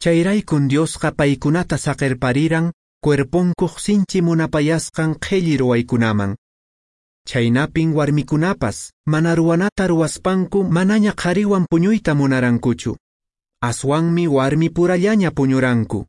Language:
Quechua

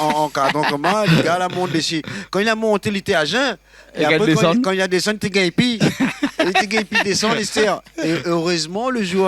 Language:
Réunion Creole French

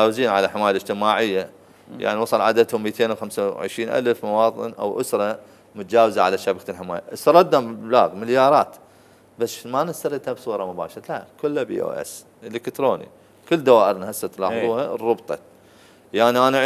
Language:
Mesopotamian Arabic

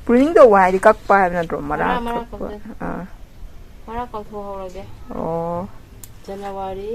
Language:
Manipuri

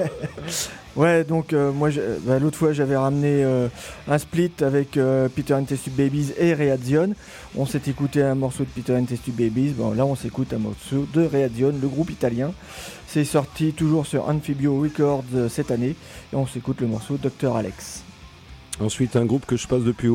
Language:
French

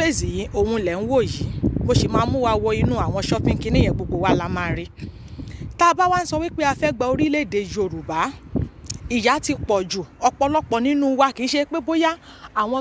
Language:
Yoruba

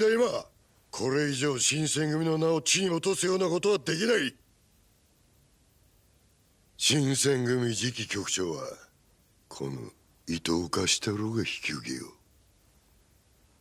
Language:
Japanese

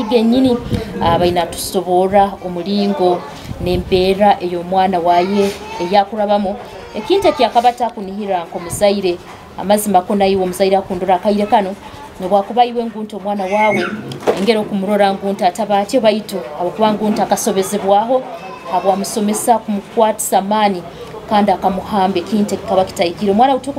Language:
Nyoro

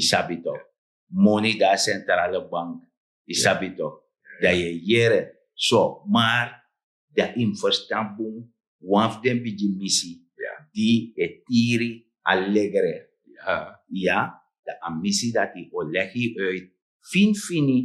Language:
Sranan Tongo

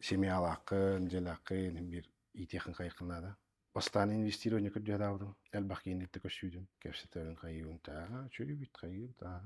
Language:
Yakut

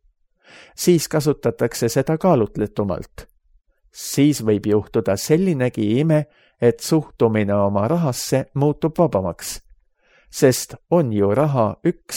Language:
Estonian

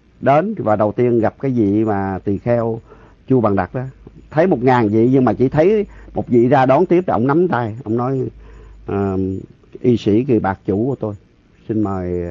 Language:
Vietnamese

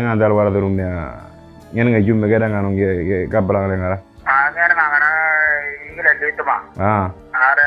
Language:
Moro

